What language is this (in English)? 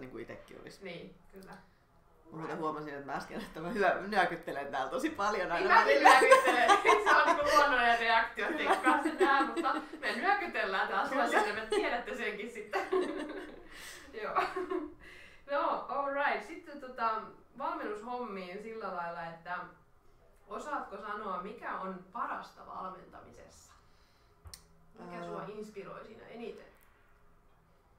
Finnish